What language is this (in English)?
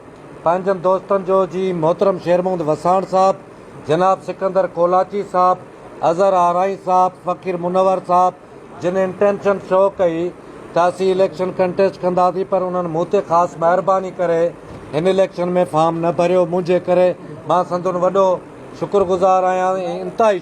Sindhi